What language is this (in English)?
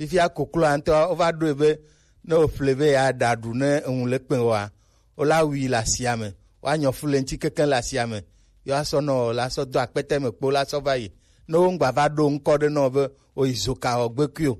Gen